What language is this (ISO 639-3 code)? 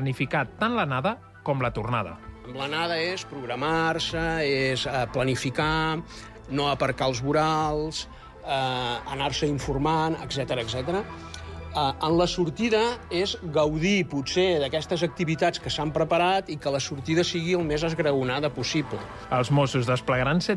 cat